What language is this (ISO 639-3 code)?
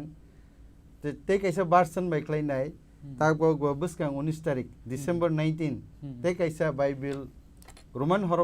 trp